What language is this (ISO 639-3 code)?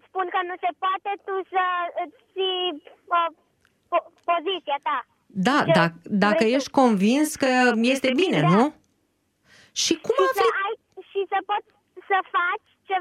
ron